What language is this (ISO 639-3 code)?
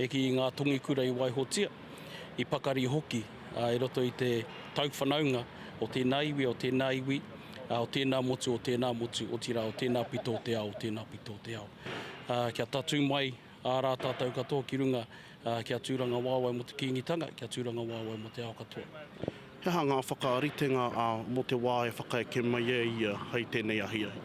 mri